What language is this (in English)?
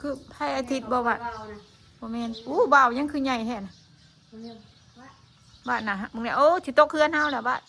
Northeastern Thai